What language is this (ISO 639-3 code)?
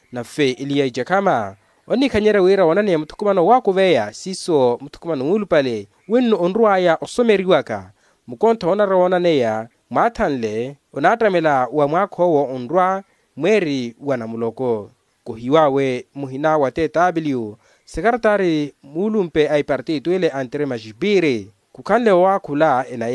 vmw